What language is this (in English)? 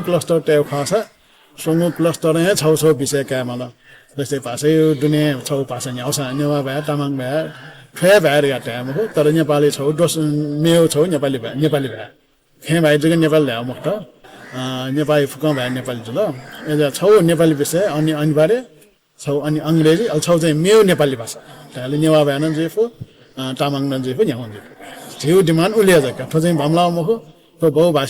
Newari